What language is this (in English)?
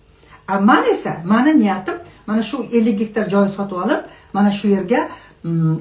Uzbek